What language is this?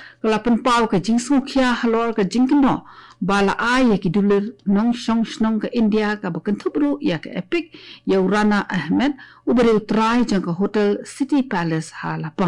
Khasi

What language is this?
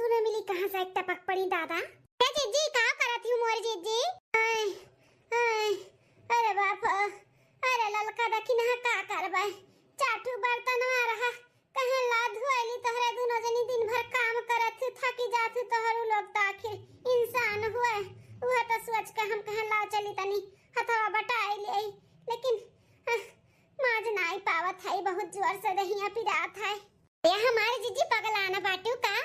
Awadhi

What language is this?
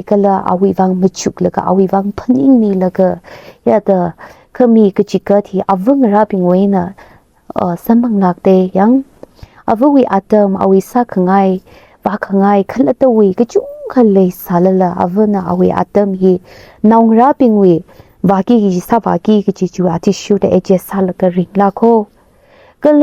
Tangkhul Naga (India)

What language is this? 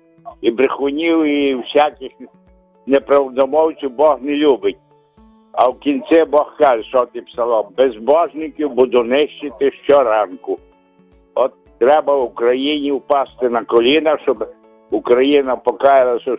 Ukrainian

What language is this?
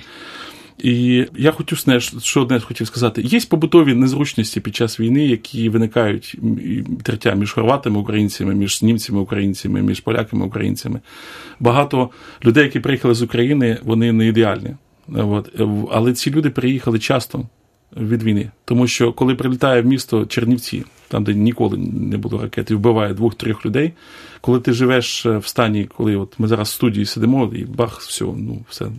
Ukrainian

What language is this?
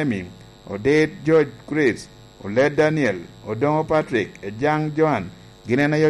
Lango (Uganda)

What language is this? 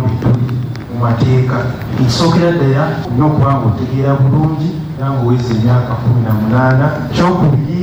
Ganda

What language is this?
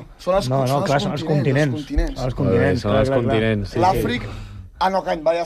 Catalan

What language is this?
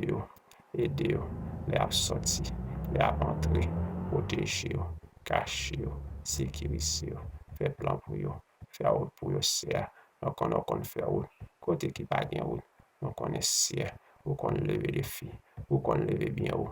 Haitian Creole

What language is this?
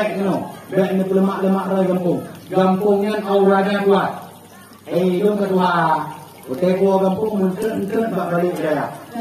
Achinese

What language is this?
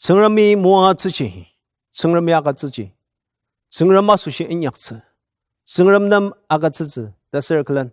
Ao Naga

